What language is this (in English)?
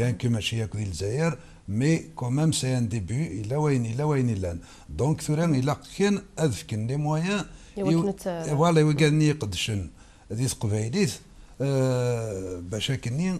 Kabyle